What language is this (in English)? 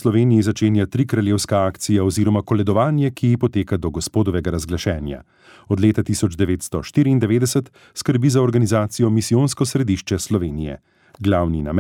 Slovenian